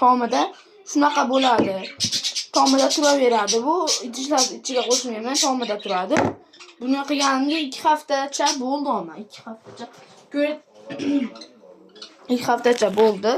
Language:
Uzbek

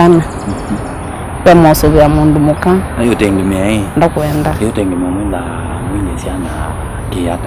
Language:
Kamba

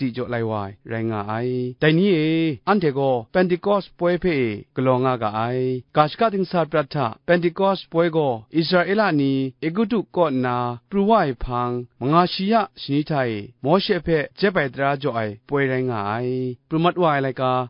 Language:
Kachin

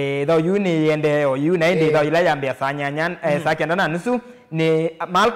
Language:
Kamba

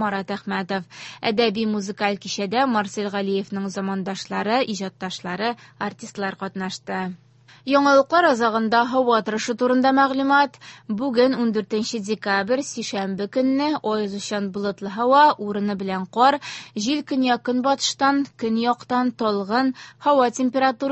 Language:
Tatar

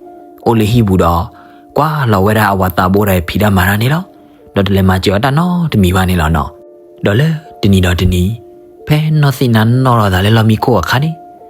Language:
S'gaw Karen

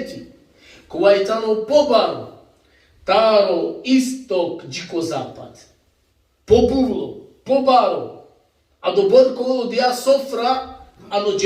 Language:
Balkan Romani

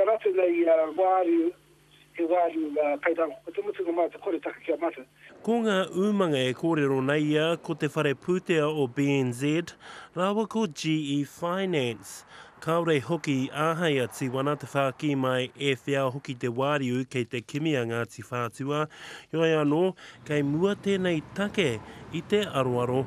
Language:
Māori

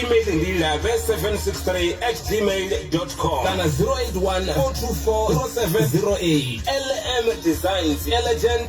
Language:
Venda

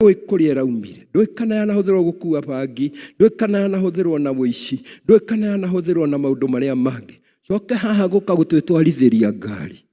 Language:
Kikuyu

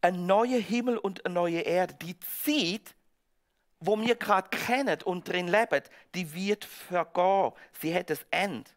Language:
Swiss German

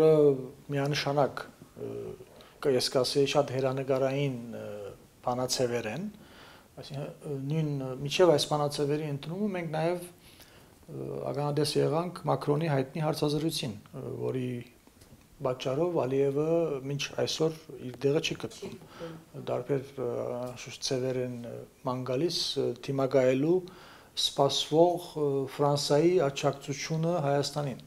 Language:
Armenian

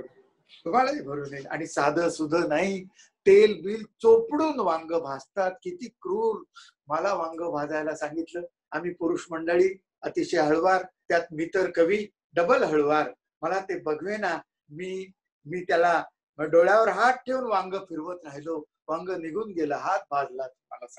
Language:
Marathi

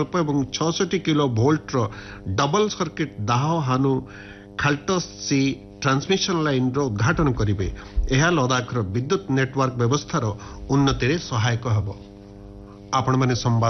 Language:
Odia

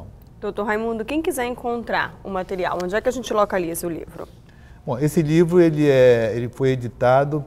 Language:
Portuguese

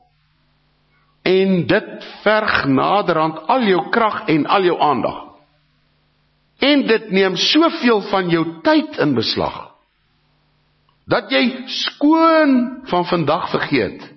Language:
Afrikaans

